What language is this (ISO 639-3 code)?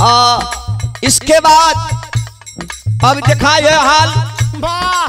bho